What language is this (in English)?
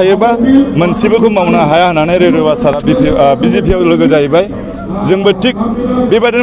Bodo